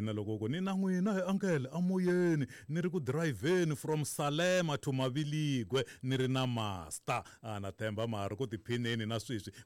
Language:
Tsonga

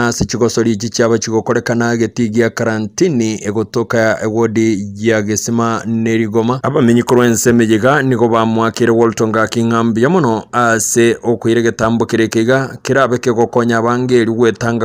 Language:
Gusii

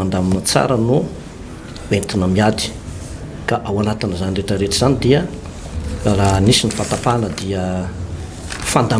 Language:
Malagasy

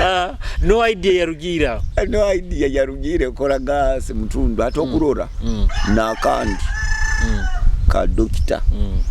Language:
Nyoro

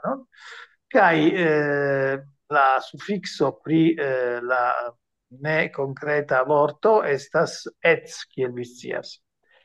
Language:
Esperanto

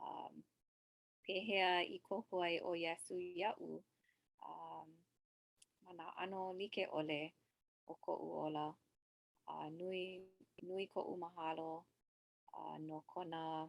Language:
Hawaiian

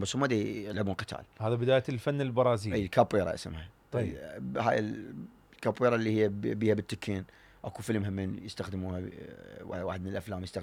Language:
Mesopotamian Arabic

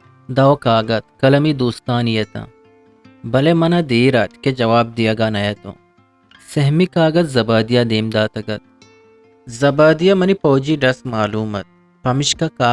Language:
Eastern Balochi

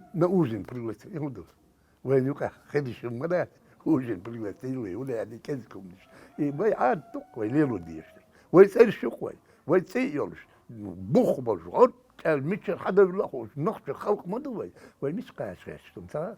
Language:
Chechen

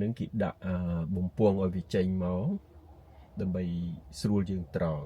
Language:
Khmer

